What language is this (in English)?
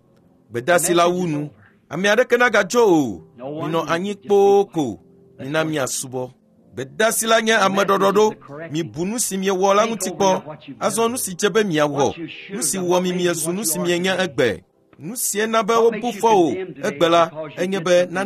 Ewe